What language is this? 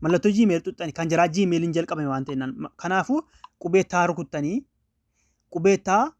Oromo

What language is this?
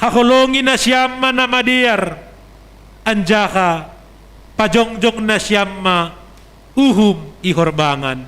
Batak Simalungun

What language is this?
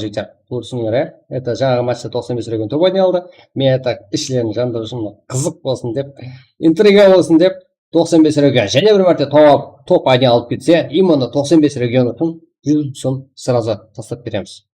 Kara-Kalpak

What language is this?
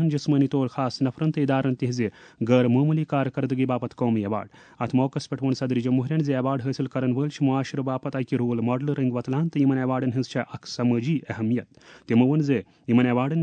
Kashmiri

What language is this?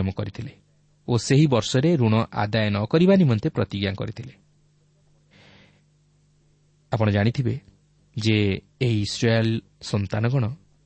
Odia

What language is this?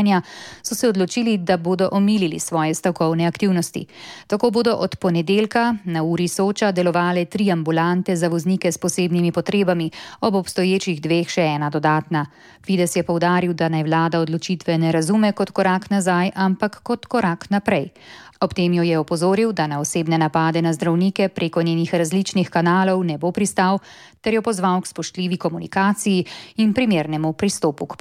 Slovenian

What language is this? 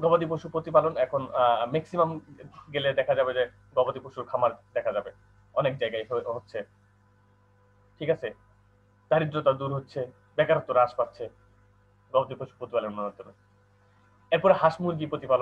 Bangla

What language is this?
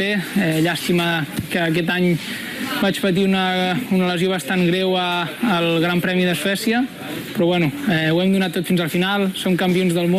Catalan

